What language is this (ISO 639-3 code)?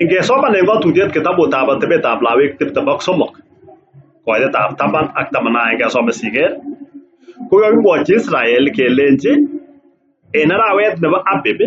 kln